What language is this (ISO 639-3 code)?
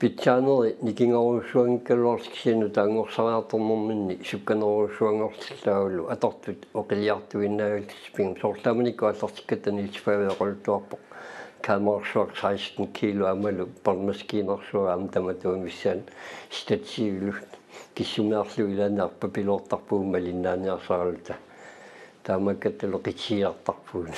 kal